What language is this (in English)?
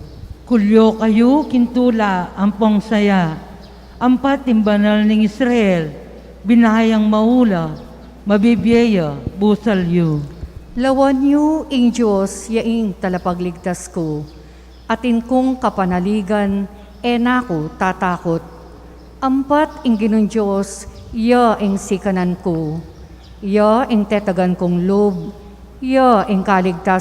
Pampanga